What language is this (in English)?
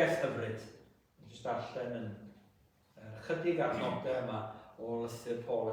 Welsh